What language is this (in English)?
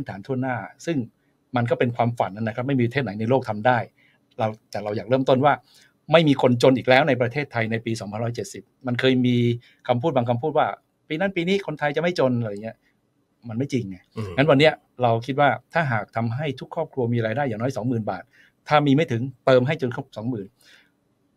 Thai